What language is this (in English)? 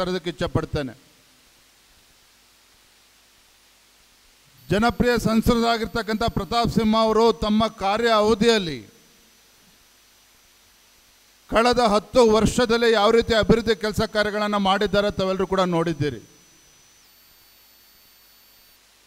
Kannada